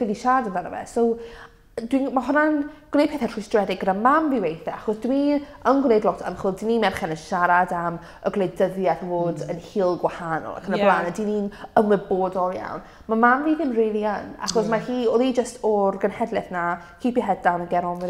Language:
Welsh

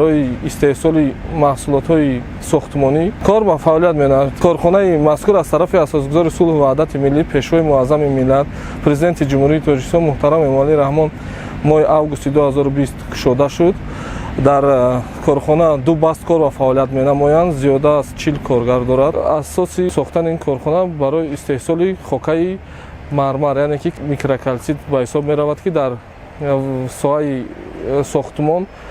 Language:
Tajik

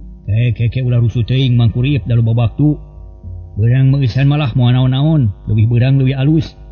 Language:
Sundanese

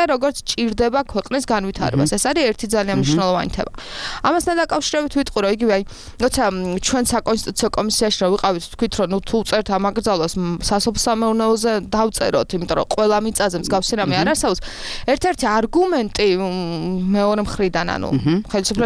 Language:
Georgian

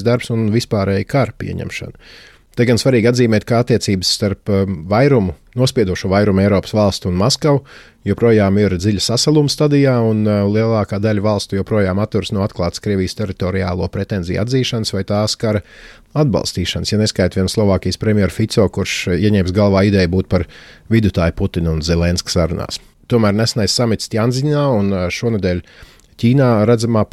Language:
Latvian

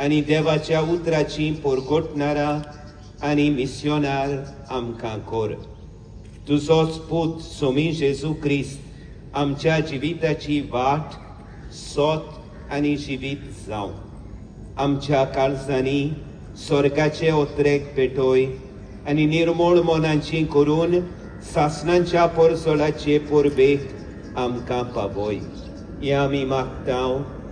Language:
Konkani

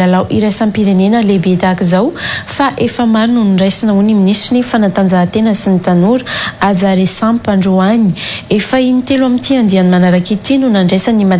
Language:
Malagasy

